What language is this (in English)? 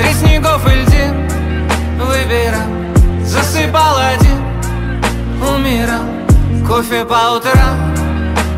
Russian